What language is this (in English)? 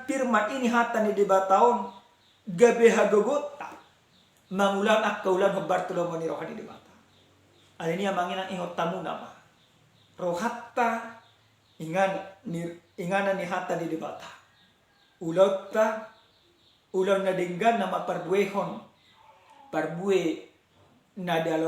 Batak Toba